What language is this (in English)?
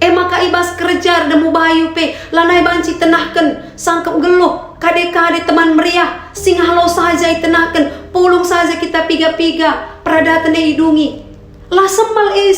Batak Karo